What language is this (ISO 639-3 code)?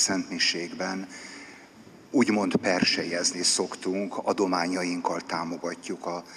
hun